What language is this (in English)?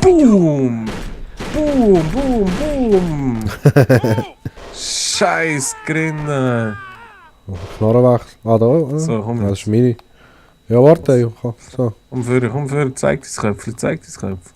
Swiss German